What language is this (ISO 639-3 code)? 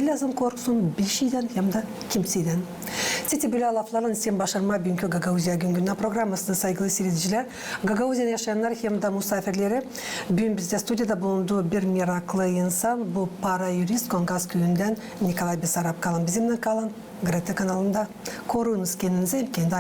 gag